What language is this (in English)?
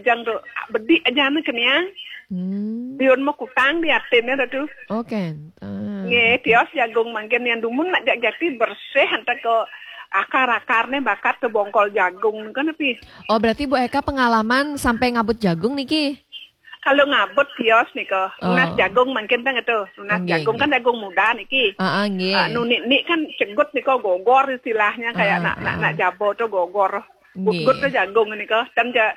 Balinese